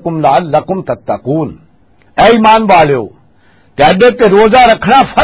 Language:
Western Panjabi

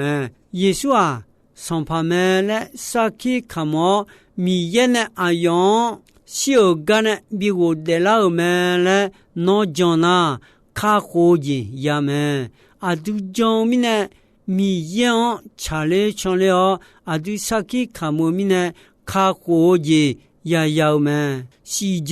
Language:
Akha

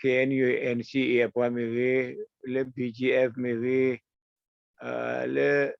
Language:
S'gaw Karen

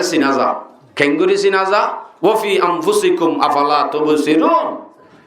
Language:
Rohingya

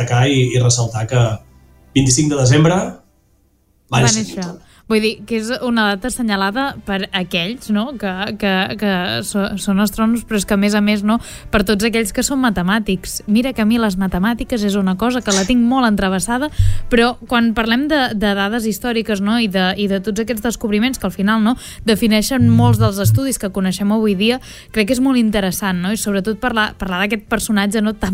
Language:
Catalan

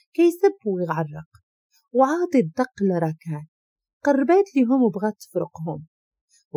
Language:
Moroccan Arabic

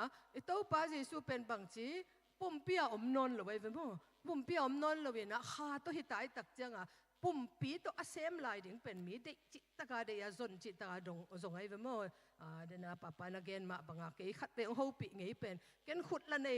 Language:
Tedim Chin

